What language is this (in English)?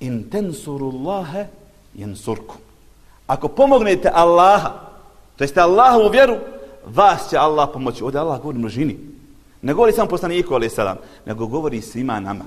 Bosnian